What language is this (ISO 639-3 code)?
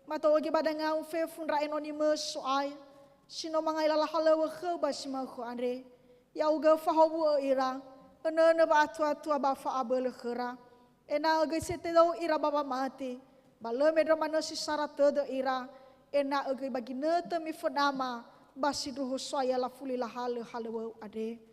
nia